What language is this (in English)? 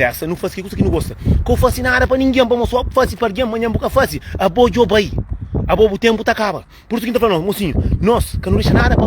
Kabuverdianu